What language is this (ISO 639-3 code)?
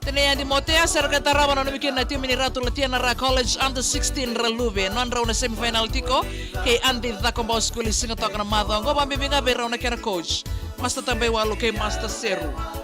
fij